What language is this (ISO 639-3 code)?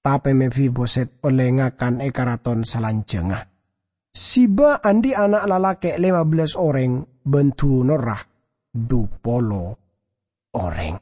mad